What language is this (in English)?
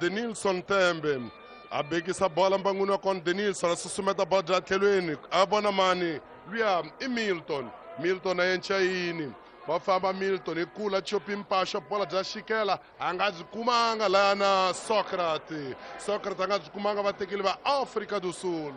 Tsonga